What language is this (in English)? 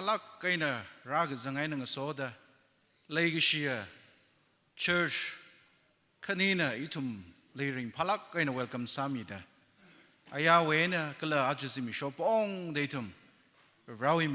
Tangkhul Naga (India)